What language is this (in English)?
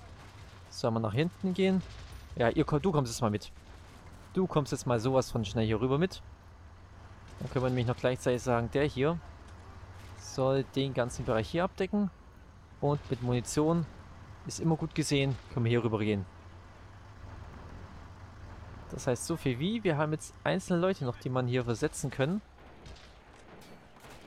German